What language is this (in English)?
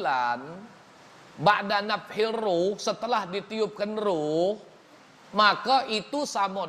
Musi